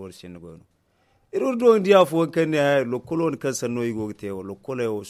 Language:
Zarma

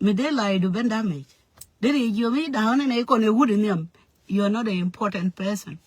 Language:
Nuer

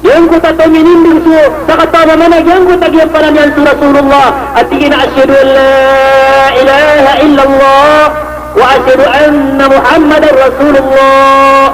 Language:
Maranao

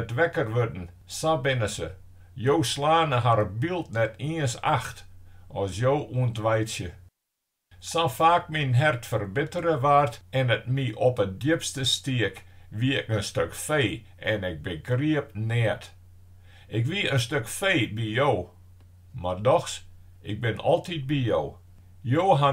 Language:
Western Frisian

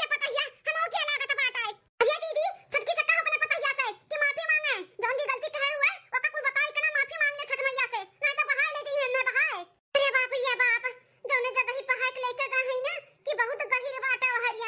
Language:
Awadhi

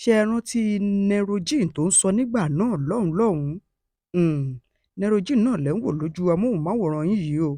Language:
Yoruba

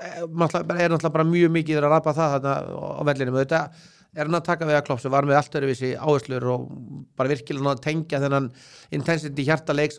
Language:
Icelandic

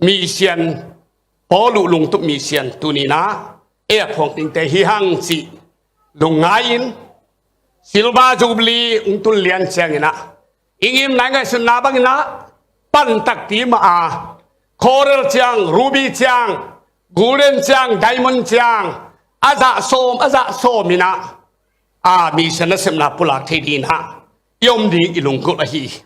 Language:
Tedim Chin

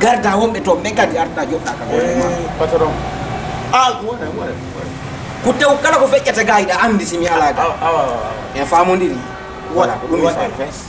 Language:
Fula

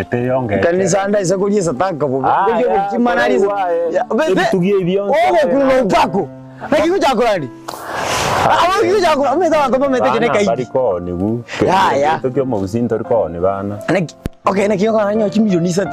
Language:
Gusii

